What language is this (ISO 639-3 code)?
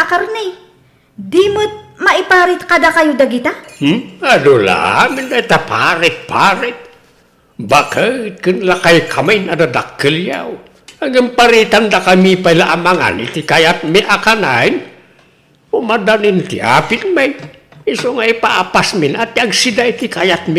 ilo